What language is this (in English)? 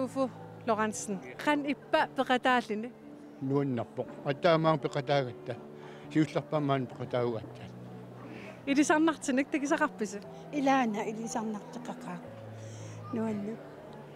Kalaallisut